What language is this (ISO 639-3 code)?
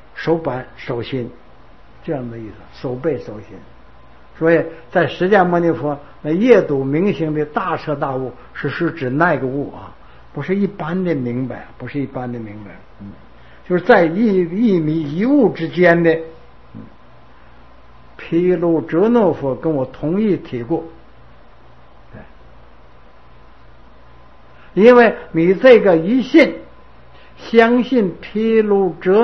zho